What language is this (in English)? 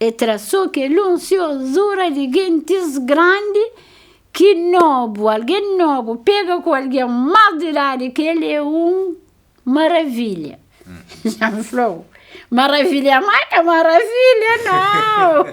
Kabuverdianu